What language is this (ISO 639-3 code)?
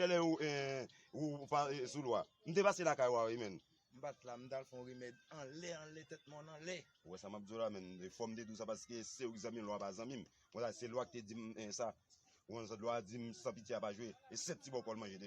hat